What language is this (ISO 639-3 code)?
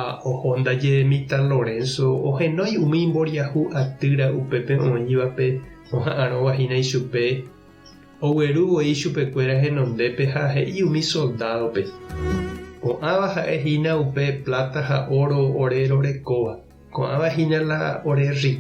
grn